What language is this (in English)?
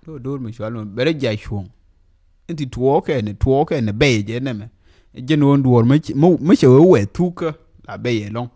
Nuer